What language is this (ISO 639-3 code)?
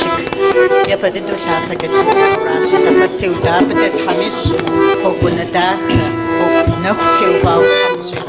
kbd